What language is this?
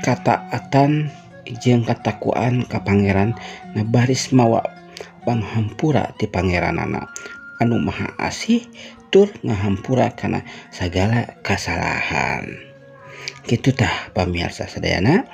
Sundanese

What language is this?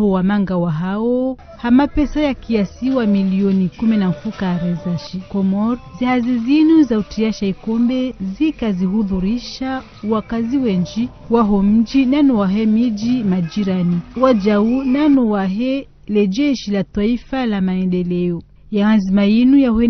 Ngazidja Comorian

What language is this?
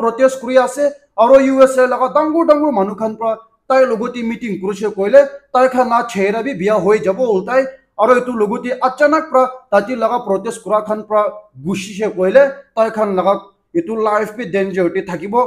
Naga Pidgin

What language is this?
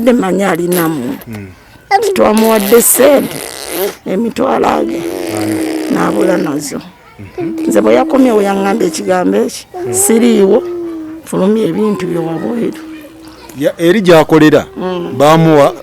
Ganda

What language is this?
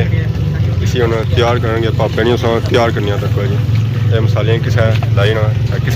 Pahari-Potwari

